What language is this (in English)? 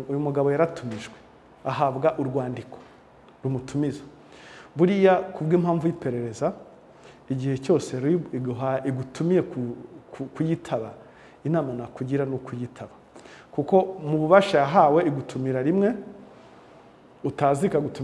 Kinyarwanda